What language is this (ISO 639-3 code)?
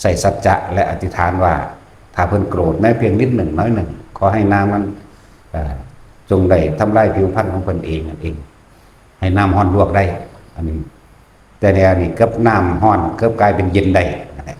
tts